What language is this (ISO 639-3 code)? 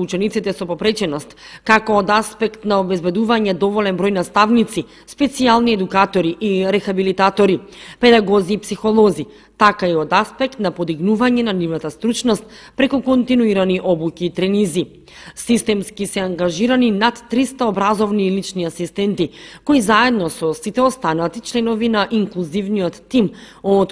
mkd